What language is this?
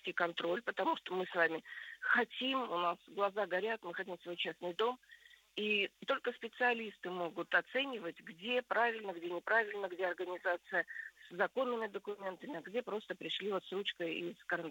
Russian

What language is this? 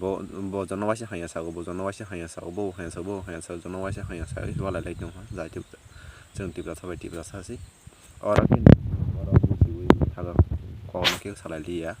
Kok Borok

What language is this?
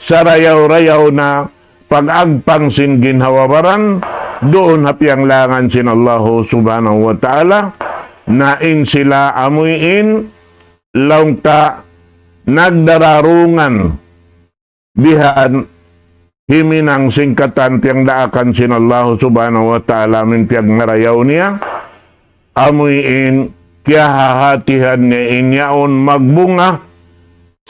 Tausug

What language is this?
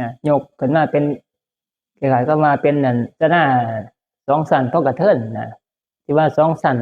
Northeastern Thai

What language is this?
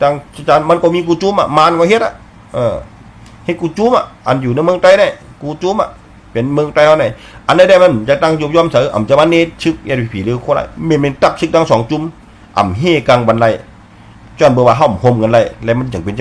Shan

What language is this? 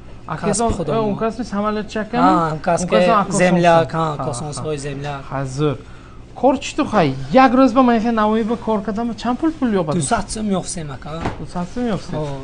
Tajik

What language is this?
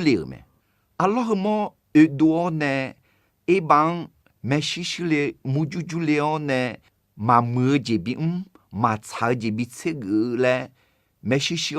Akha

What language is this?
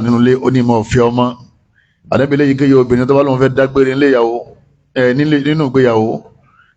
Yoruba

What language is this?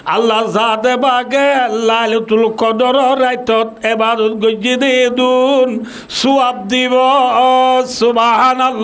Rohingya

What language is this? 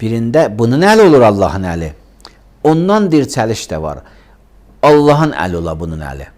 Azerbaijani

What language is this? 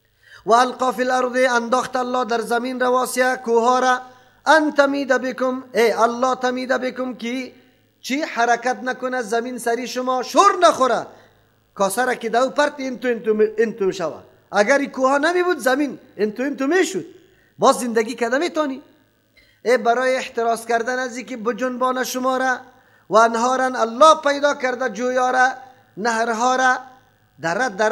Persian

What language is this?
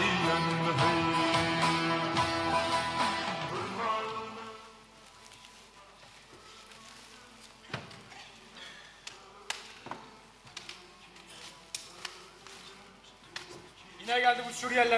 Turkish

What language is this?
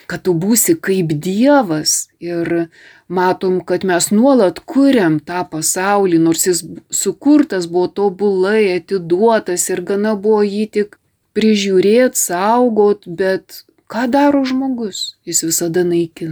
Lithuanian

